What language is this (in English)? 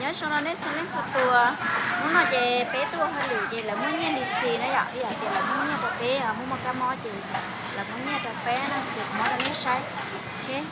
Hmong